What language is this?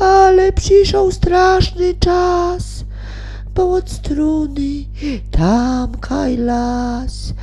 Silesian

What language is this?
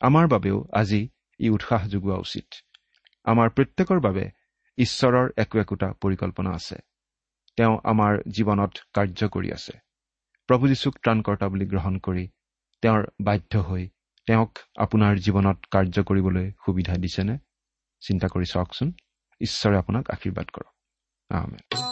Assamese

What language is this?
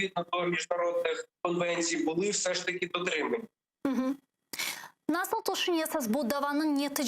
Crimean Tatar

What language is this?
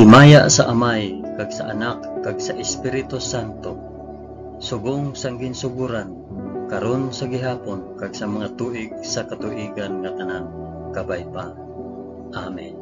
Hiligaynon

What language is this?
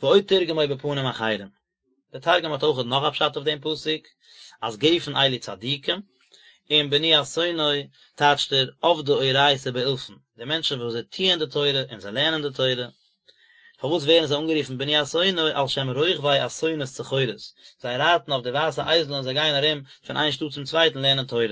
Yiddish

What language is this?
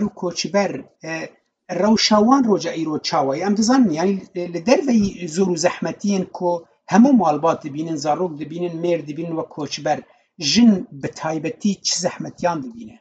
Kurdish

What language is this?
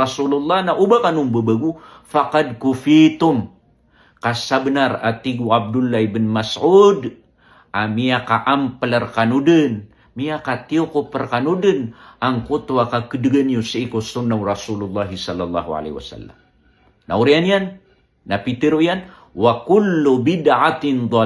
Maranao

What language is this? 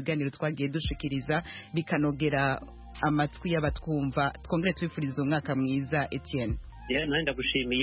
Kinyarwanda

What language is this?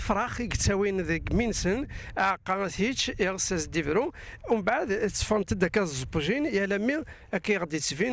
Kabyle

